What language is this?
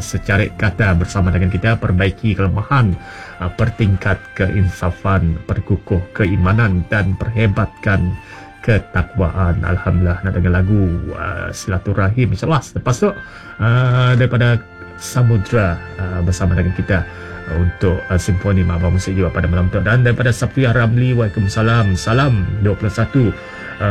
Malay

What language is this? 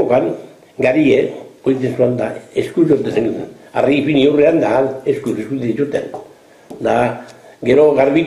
Basque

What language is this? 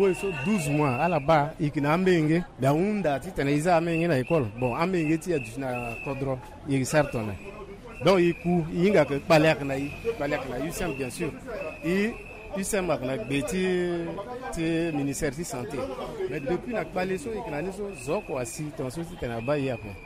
Sango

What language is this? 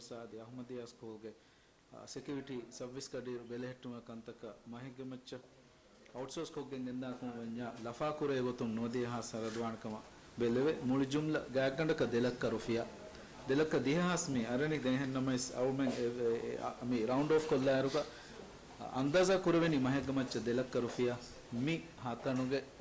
Divehi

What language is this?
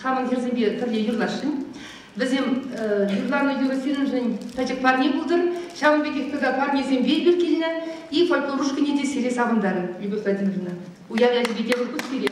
Chuvash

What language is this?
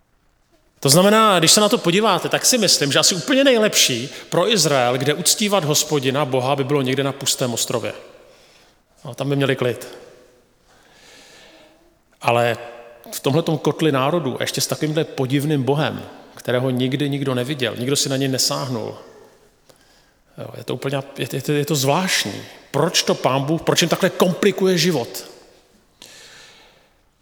Czech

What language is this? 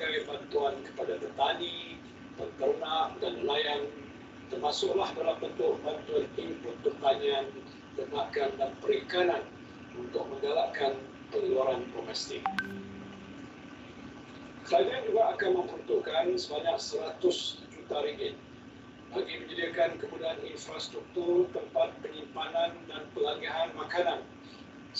Malay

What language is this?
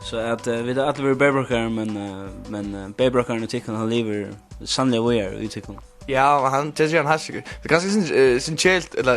Faroese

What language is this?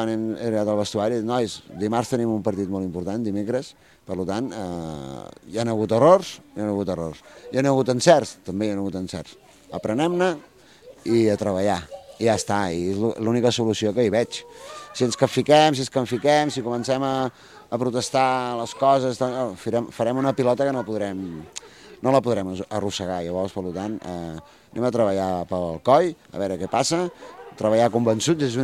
Catalan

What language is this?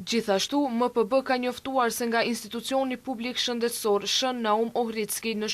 Albanian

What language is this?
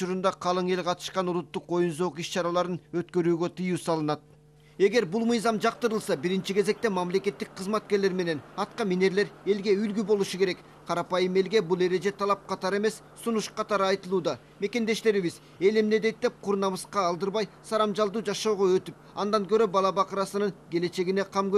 Kyrgyz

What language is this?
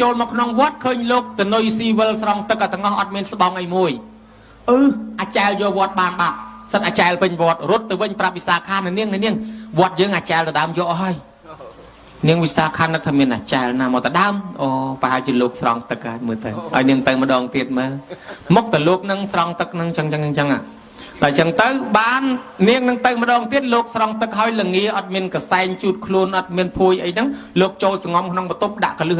Khmer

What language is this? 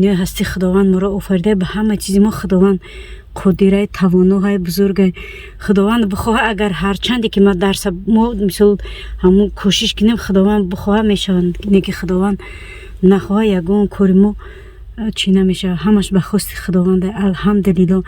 Tajik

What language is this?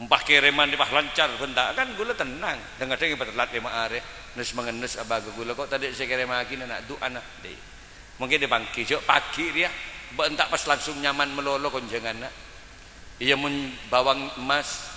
Madurese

